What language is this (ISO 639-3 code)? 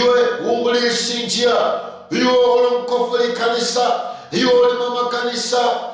luy